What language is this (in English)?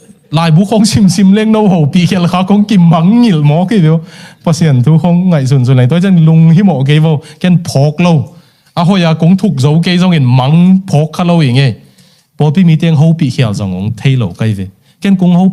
Tedim Chin